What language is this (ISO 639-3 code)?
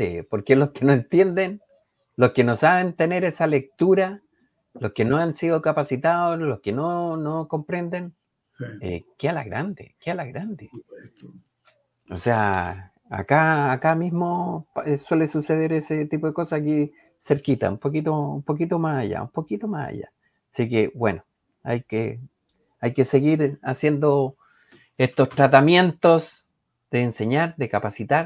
spa